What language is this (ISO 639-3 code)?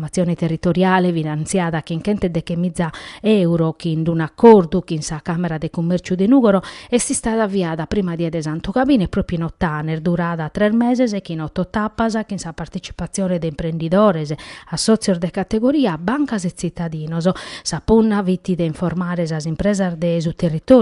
srd